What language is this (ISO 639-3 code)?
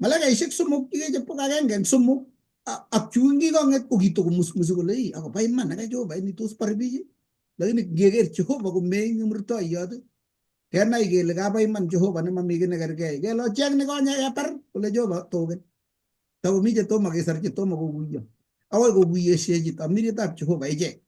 kln